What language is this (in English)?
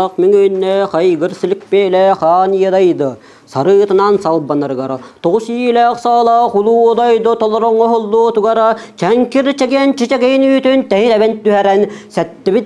Yakut